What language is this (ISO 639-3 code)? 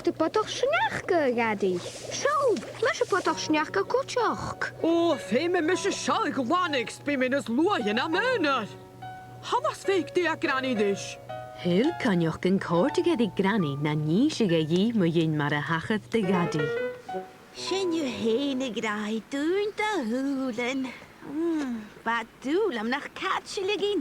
gla